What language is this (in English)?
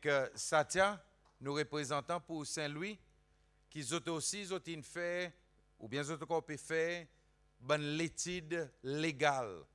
Seselwa Creole French